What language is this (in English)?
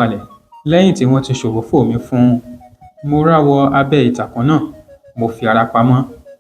Yoruba